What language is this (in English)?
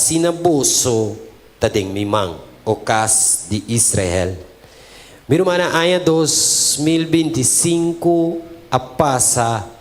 Papiamento